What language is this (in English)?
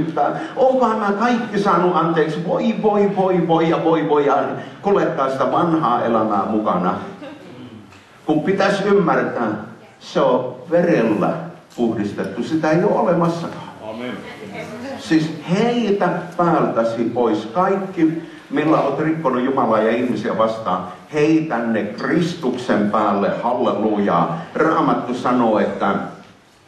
Finnish